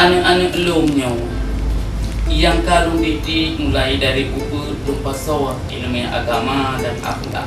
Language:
Achinese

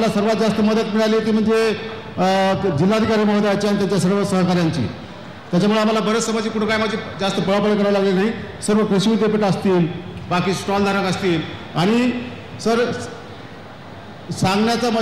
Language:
Marathi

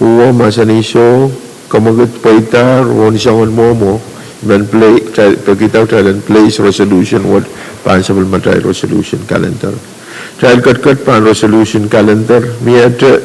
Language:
Pohnpeian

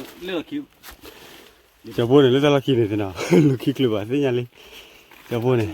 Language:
S'gaw Karen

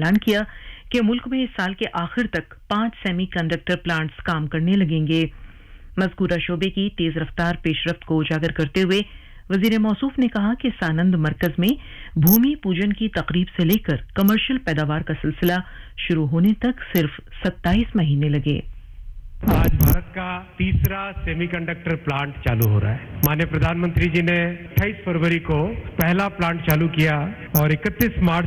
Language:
Urdu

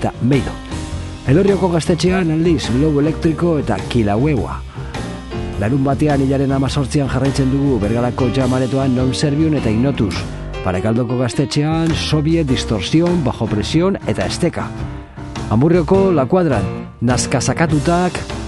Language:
Basque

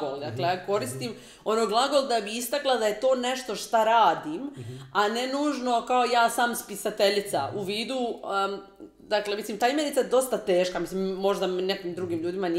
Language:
Croatian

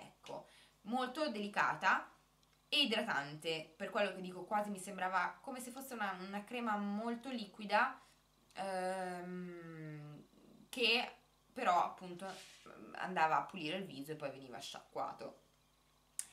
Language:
Italian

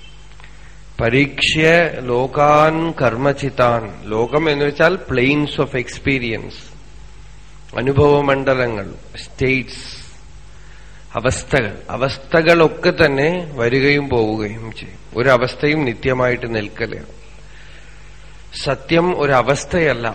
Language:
Malayalam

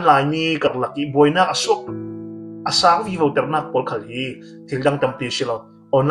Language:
Falam Chin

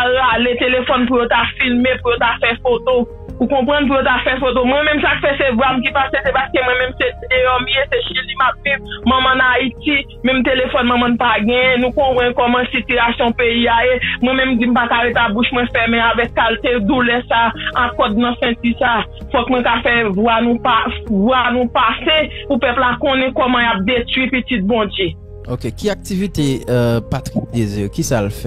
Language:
Haitian Creole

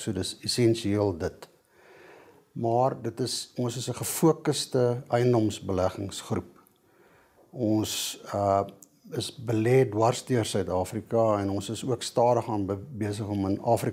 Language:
Afrikaans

